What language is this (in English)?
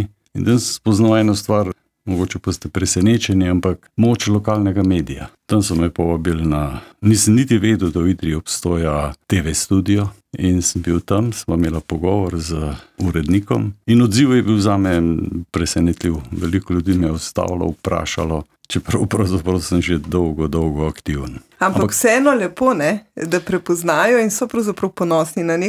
Slovenian